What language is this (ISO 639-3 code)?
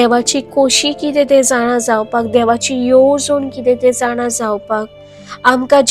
kok